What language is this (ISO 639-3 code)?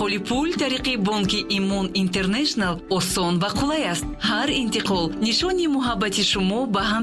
tgk